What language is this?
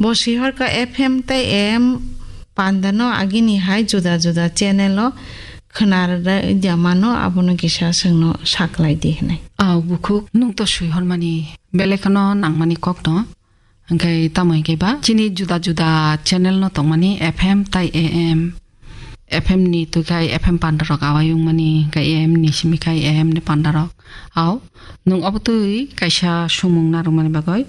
Kok Borok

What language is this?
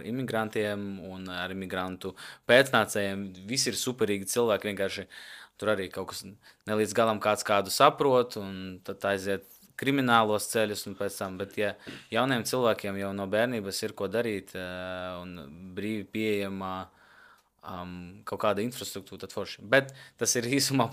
Latvian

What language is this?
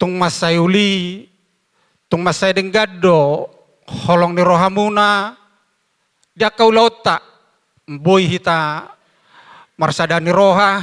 Batak Toba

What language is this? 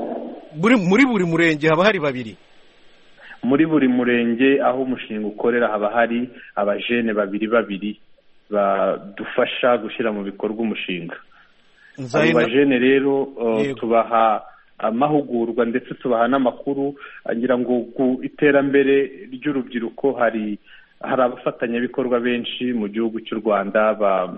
Kinyarwanda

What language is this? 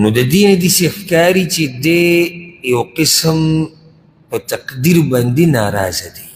Pashto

